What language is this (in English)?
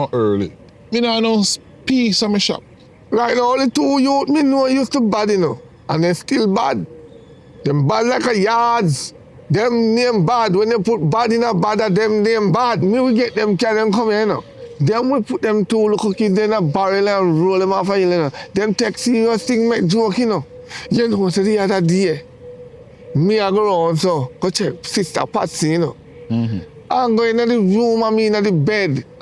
Jamaican Creole English